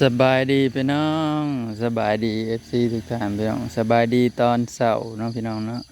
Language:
Northeastern Thai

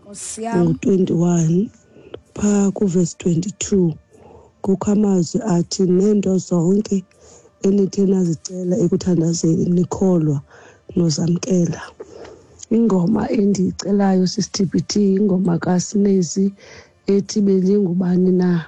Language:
Xhosa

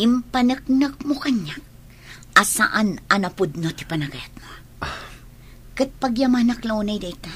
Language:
Iloko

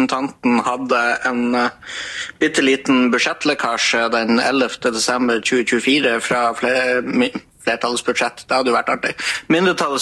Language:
Norwegian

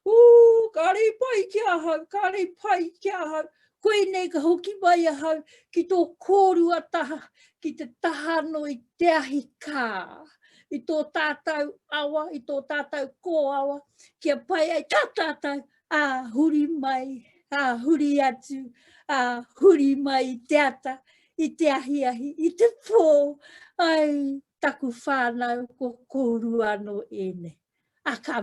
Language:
Māori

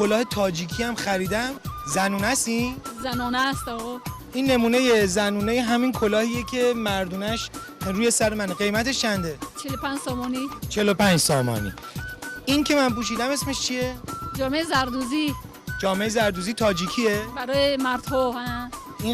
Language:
Tajik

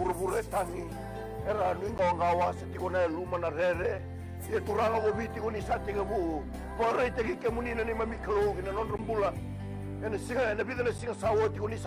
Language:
Fijian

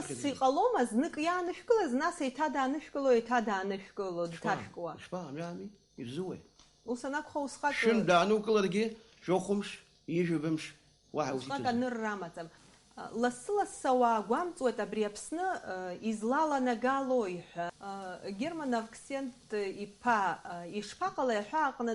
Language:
Abkhazian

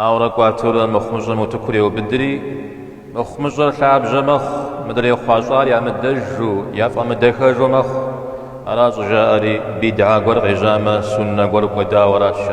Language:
Kabardian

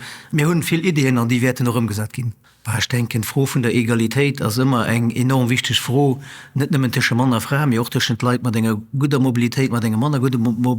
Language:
Luxembourgish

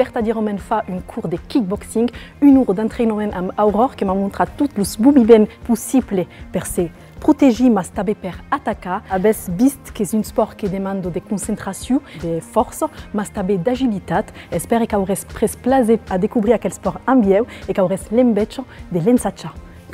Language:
Occitan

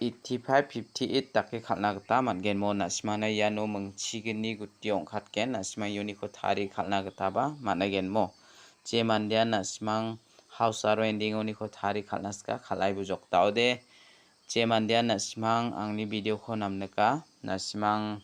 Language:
Garo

